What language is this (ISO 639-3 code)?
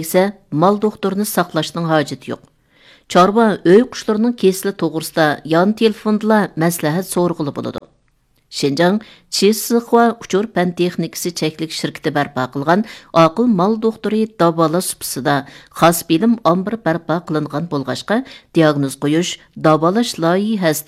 uig